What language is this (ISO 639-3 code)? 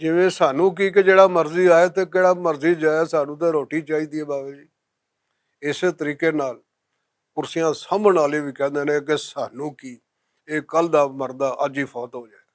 lah